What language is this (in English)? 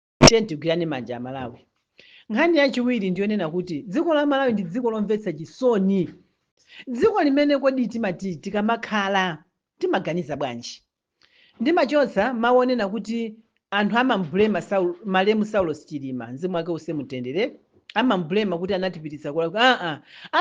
Nyanja